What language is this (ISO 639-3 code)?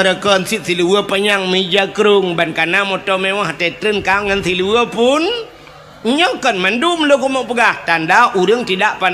ace